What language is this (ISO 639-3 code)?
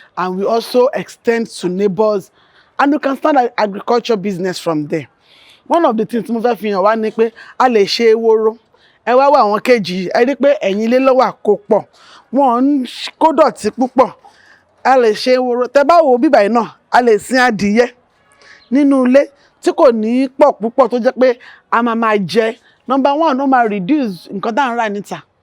yor